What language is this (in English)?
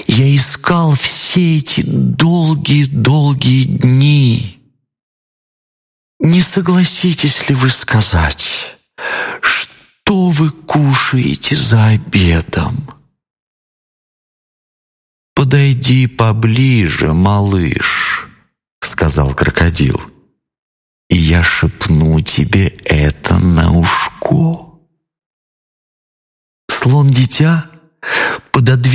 Russian